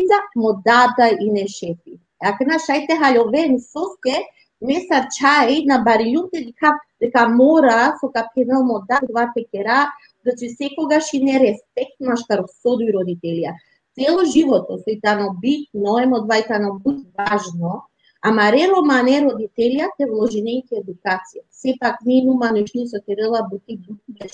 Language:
Balkan Romani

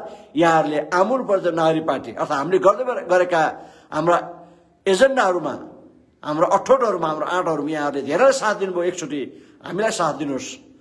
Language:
Nepali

